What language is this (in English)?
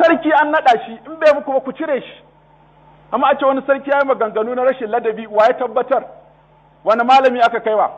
Hausa